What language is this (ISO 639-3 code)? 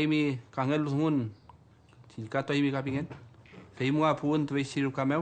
arn